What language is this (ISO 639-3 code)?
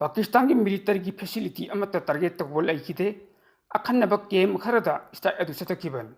mni